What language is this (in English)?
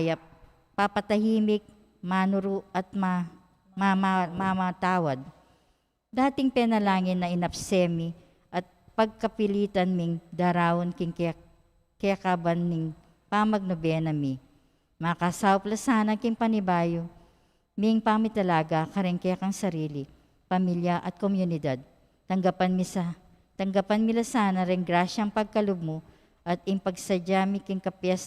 Pampanga